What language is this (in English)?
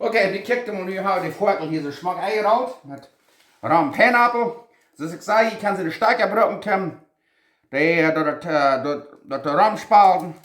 Plautdietsch